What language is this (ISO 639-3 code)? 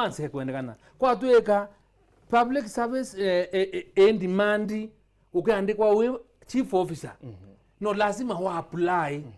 mer